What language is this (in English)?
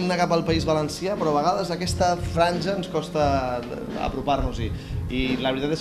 Catalan